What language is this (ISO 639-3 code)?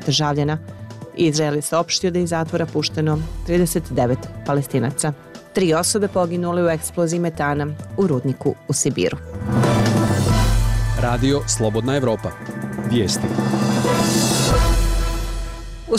bos